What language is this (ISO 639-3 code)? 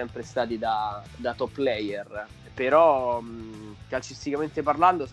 ita